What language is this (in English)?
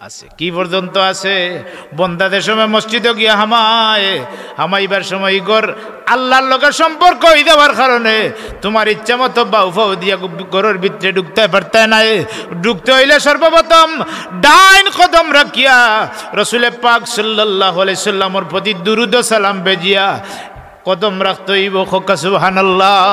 Sylheti